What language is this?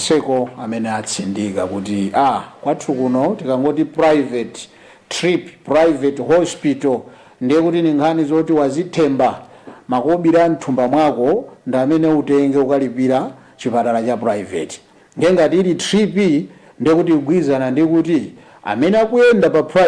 Nyanja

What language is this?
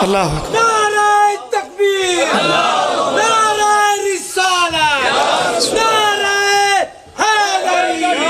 Pahari-Potwari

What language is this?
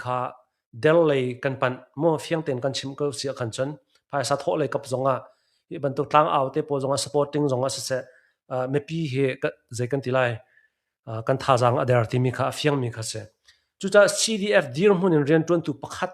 Hakha Chin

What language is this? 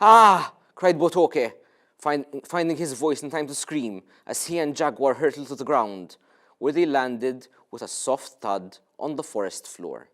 English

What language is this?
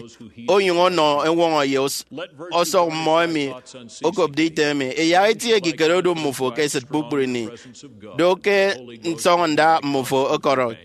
Efik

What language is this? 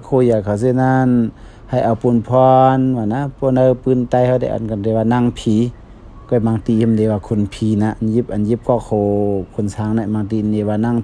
Shan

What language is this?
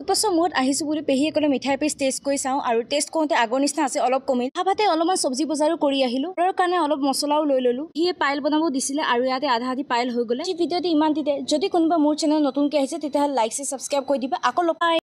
Assamese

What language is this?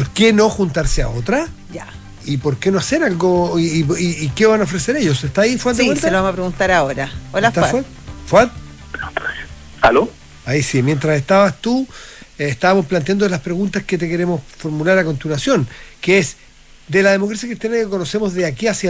Spanish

